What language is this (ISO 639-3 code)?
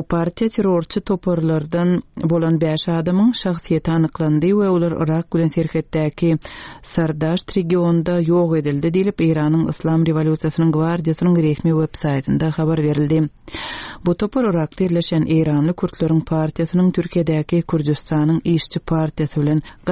tuk